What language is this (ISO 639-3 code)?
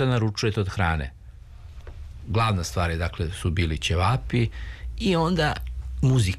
srp